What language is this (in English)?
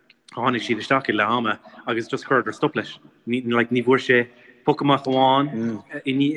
Irish